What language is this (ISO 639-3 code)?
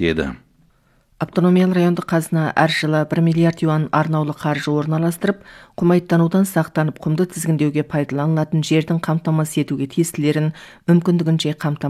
kaz